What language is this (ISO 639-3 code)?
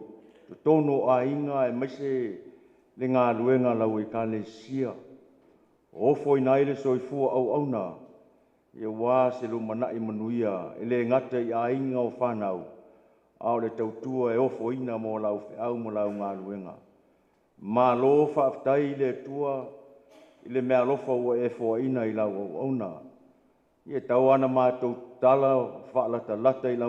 smo